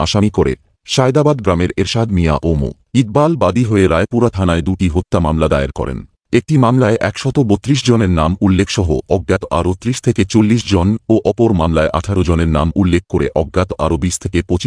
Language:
Bangla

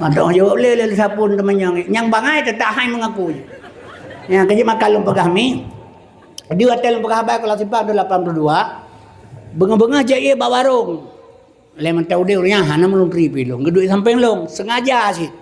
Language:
Achinese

